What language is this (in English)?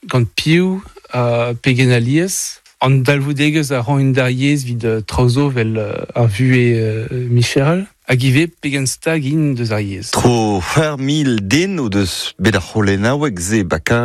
Breton